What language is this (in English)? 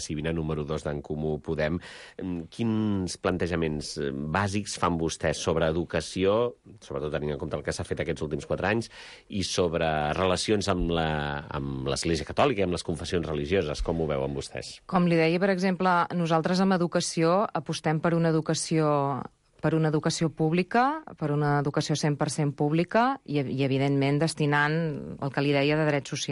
Catalan